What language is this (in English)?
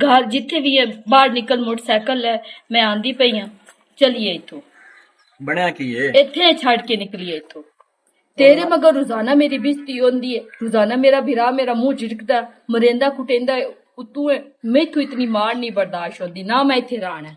Western Panjabi